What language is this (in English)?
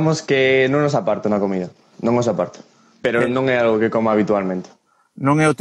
Galician